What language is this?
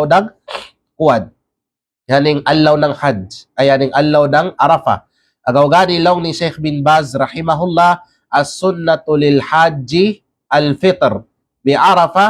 Kalagan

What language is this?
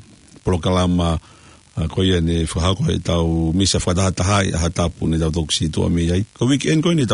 Tongan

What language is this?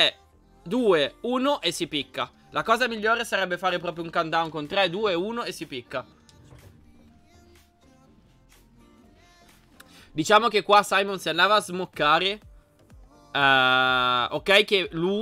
Italian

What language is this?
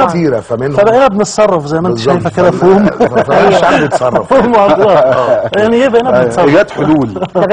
Egyptian Arabic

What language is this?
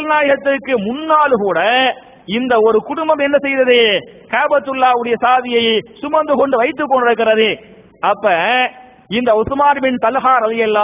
Tamil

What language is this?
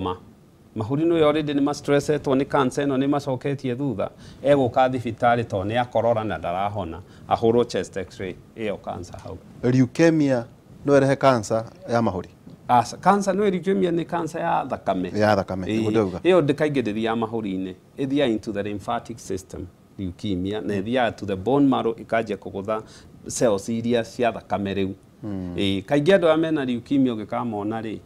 Kikuyu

